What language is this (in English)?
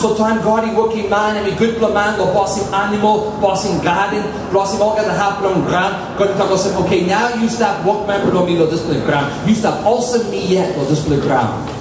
Tok Pisin